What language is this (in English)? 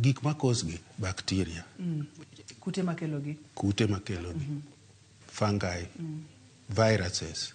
Luo (Kenya and Tanzania)